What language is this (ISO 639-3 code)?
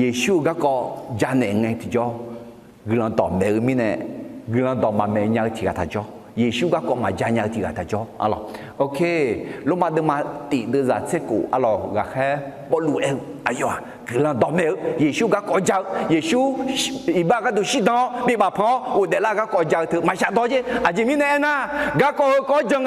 ahk